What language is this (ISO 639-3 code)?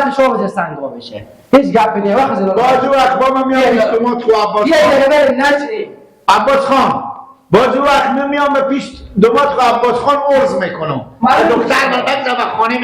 haz